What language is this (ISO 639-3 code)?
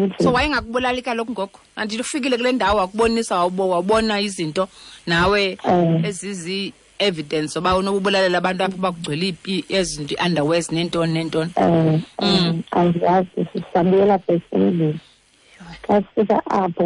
xho